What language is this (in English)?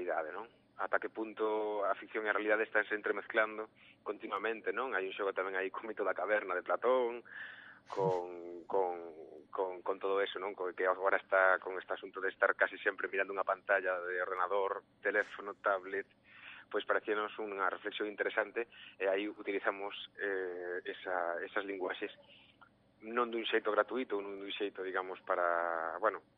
Galician